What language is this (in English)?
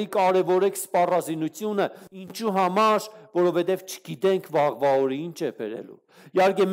Armenian